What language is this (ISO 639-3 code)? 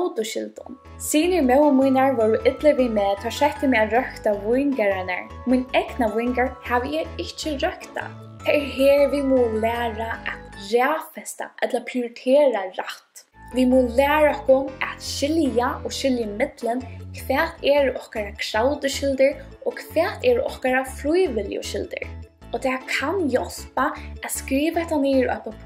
fao